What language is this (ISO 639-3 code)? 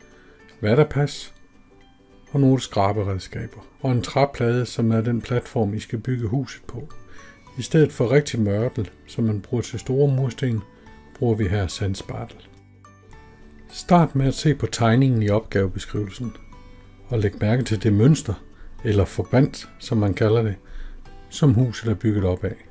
dan